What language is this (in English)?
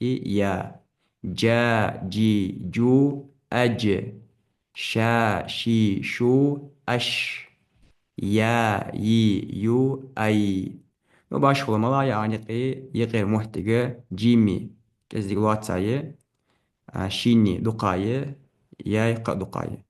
Ingush